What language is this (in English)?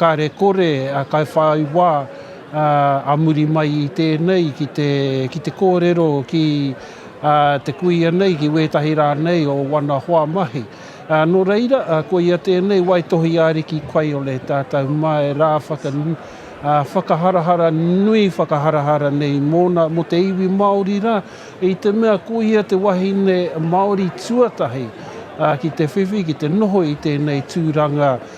Māori